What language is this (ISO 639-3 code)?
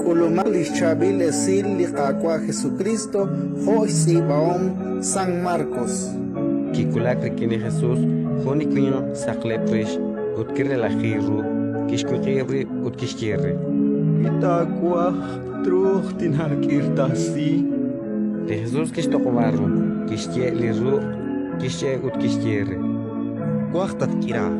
kek